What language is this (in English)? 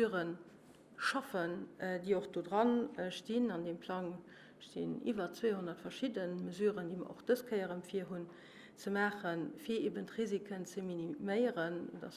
Luxembourgish